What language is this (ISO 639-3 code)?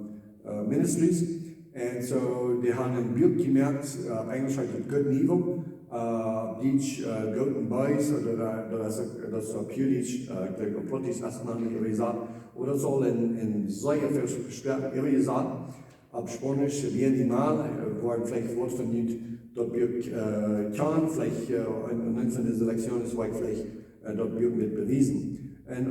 pdt